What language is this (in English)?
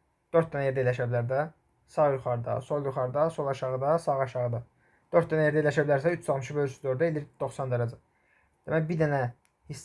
Azerbaijani